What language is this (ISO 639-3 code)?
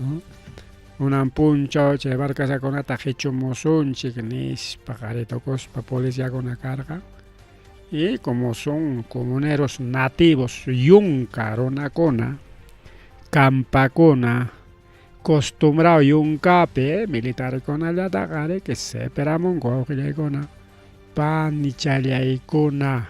quy